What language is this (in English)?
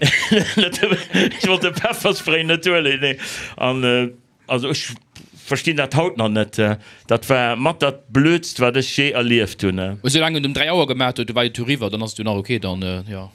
Luxembourgish